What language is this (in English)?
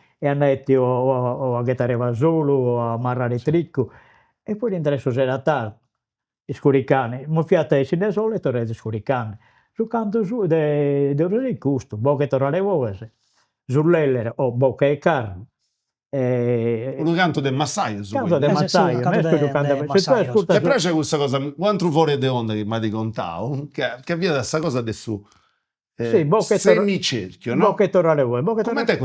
Sardinian